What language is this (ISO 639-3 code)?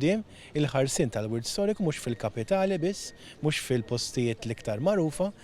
mlt